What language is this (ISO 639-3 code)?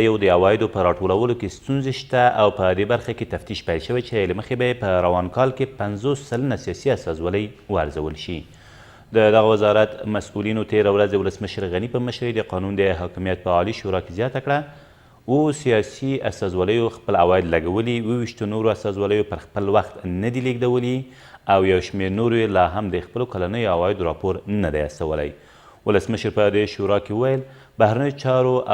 pus